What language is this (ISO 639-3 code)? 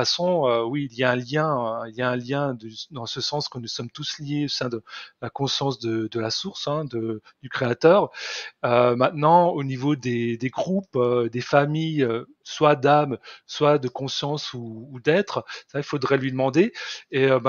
fra